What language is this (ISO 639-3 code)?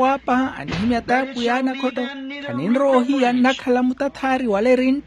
vmw